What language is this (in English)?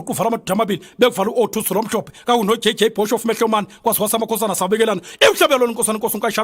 Zulu